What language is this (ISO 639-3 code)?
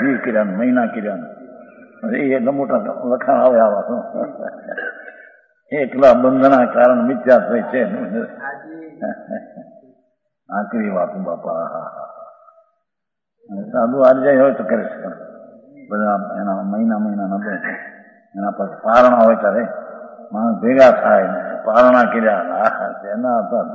guj